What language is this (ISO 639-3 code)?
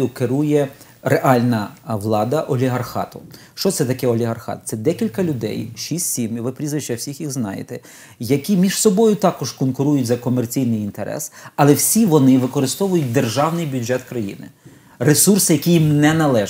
ukr